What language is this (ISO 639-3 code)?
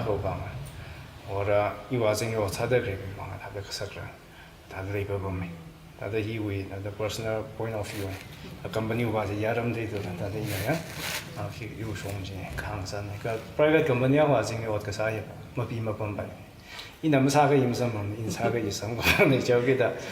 nmf